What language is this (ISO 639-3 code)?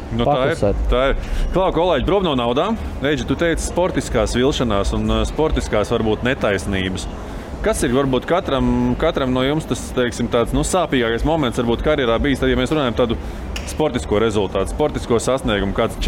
lav